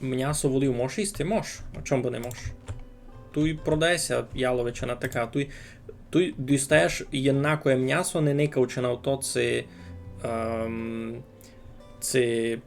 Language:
Rusyn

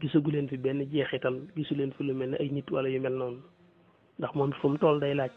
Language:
Wolof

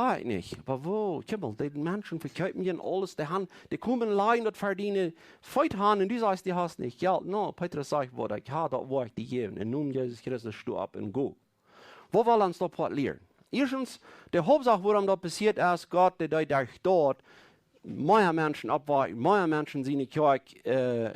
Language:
Plautdietsch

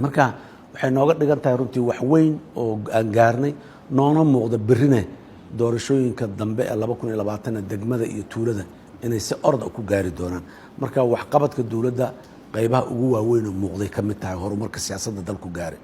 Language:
Somali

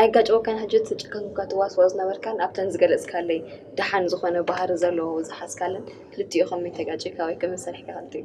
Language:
Tigrinya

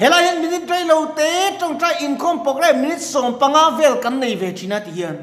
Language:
Mizo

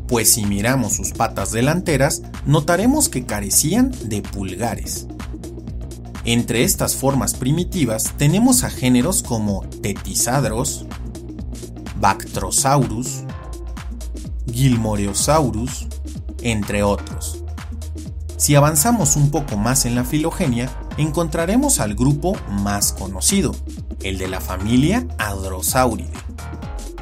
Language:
Spanish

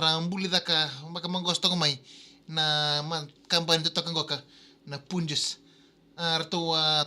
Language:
Fijian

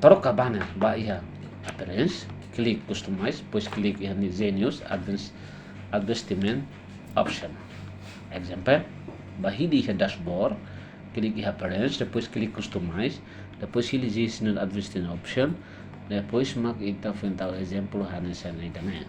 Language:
Tetum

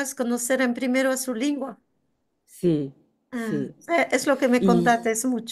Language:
Ladino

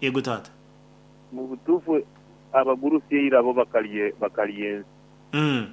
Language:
Nyankole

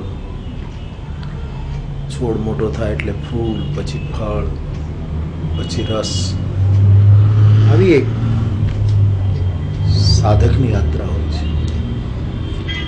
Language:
Gujarati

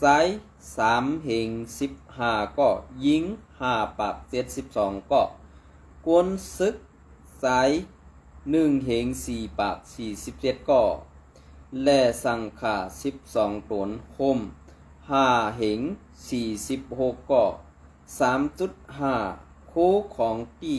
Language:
Shan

